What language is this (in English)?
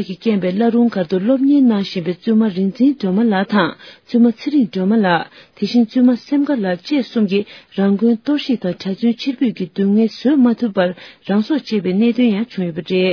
Tibetan